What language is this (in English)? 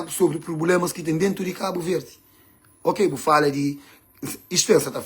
Kabuverdianu